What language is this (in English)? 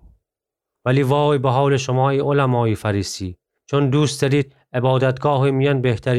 Gilaki